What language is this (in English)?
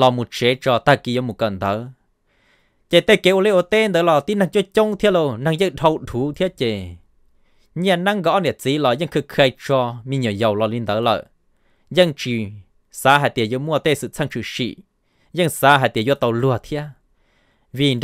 Vietnamese